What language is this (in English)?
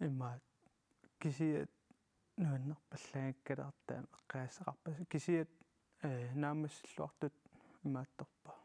Kalaallisut